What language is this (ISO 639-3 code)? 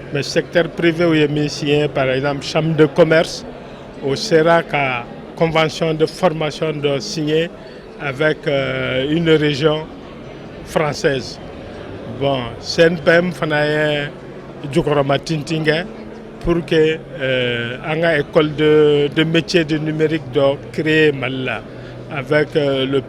bam